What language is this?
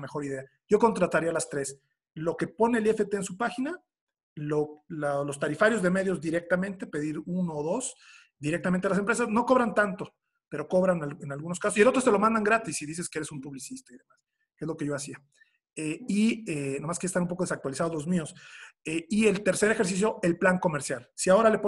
Spanish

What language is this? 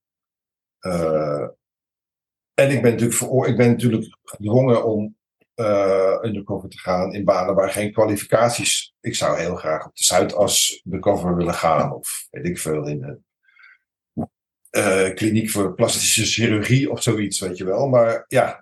Dutch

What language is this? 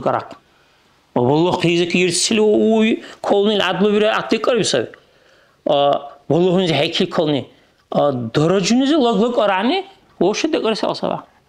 Dargwa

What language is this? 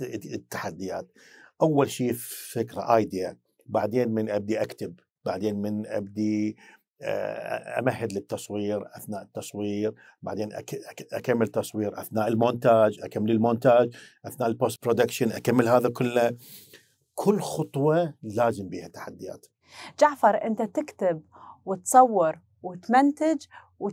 Mesopotamian Arabic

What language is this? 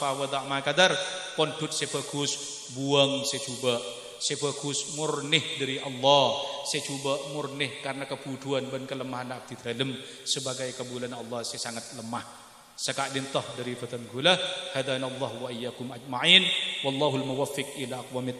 Madurese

